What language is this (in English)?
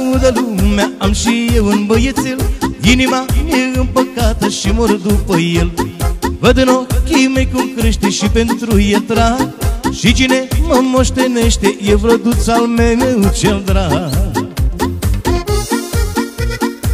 Romanian